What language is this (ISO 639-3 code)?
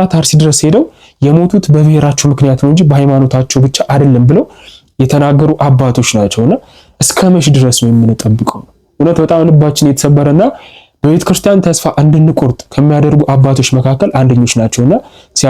amh